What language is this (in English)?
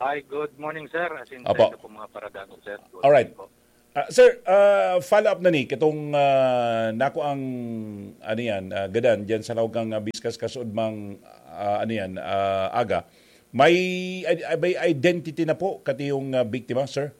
Bikol